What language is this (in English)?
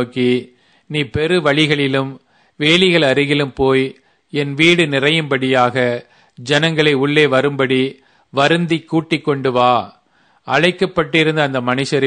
Tamil